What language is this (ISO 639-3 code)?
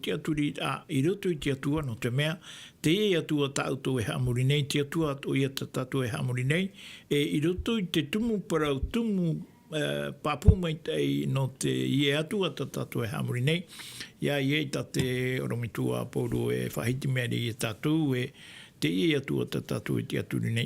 tah